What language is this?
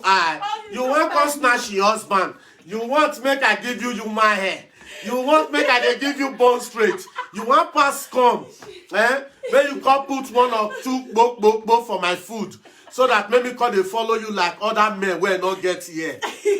Nigerian Pidgin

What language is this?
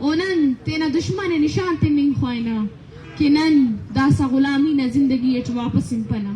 Baluchi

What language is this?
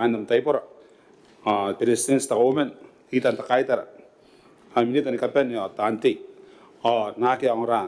Gilbertese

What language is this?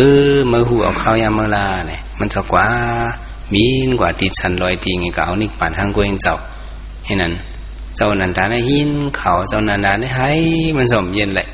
Shan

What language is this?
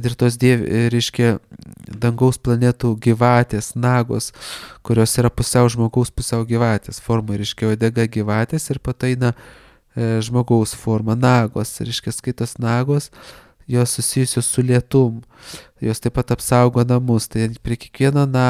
Lithuanian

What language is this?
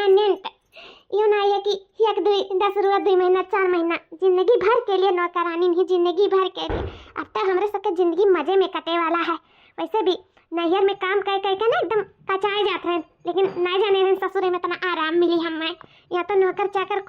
Awadhi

